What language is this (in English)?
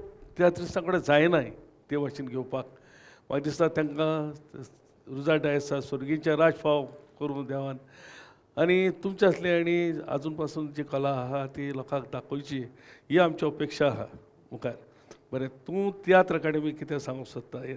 Konkani